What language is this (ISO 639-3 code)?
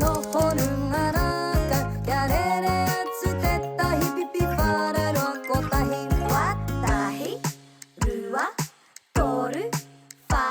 mri